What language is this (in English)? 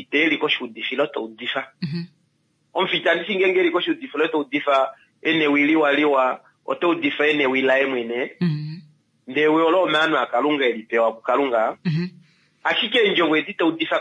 Kuanyama